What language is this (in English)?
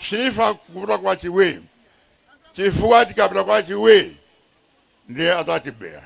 Nyanja